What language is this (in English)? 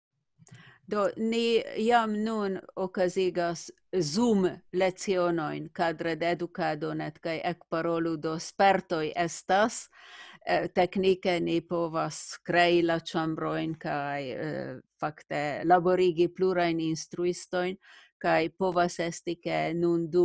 Esperanto